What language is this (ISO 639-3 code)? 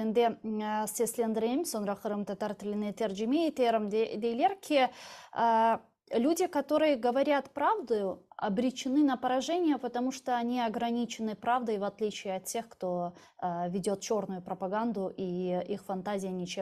crh